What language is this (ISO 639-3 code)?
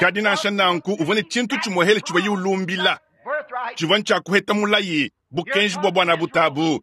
lua